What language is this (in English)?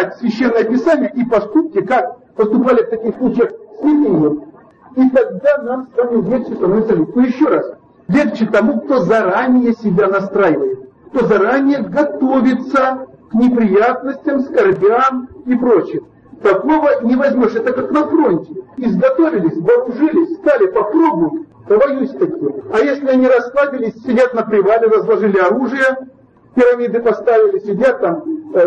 Russian